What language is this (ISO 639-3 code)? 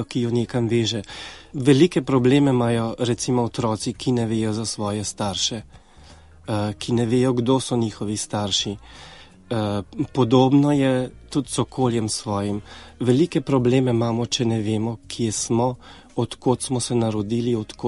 slv